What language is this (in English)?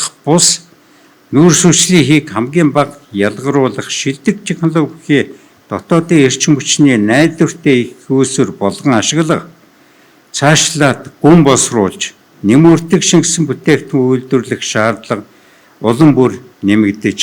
Mongolian